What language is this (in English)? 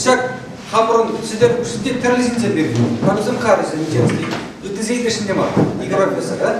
Chuvash